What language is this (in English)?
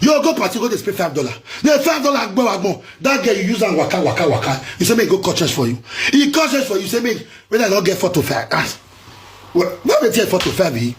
Nigerian Pidgin